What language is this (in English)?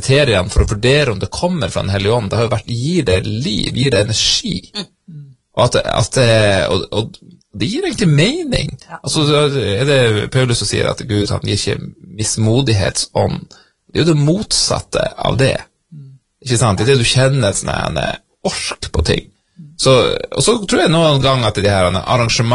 Norwegian